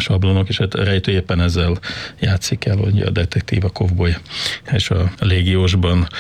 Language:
Hungarian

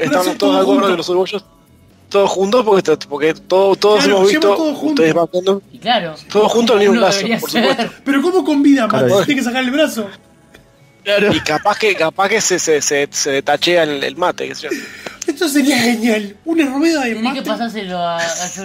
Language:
Spanish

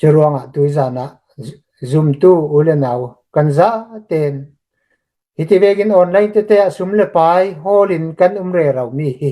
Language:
Hakha Chin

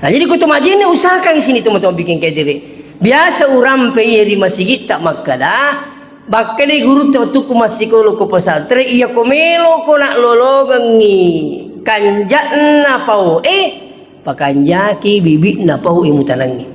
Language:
Buginese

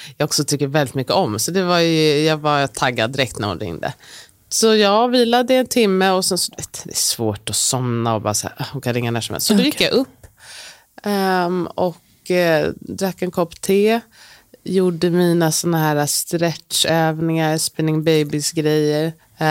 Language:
Swedish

